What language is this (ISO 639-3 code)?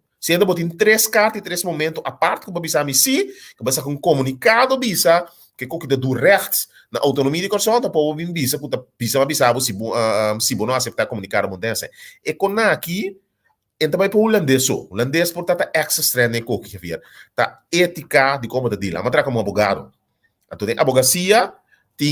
pap